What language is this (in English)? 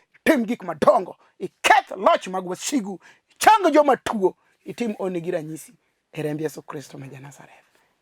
Luo (Kenya and Tanzania)